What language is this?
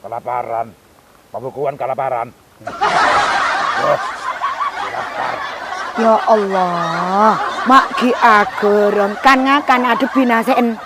Madurese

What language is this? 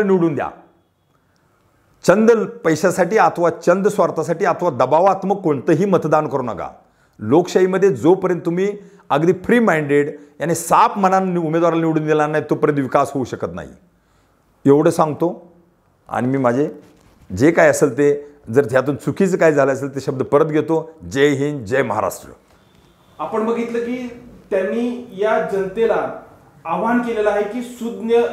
Marathi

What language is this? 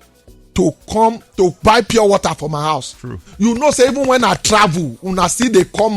Nigerian Pidgin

